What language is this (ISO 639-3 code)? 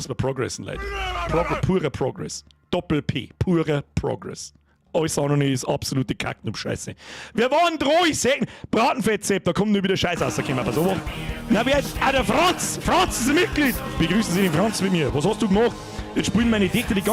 bar